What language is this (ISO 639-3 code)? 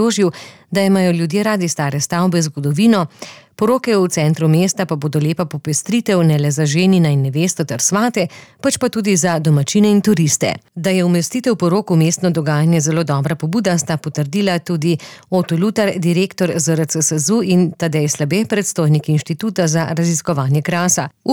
slv